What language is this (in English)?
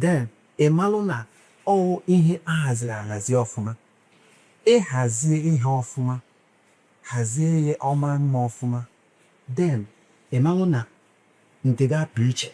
Igbo